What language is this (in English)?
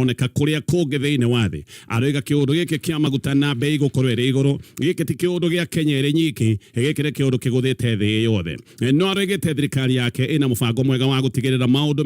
Kikuyu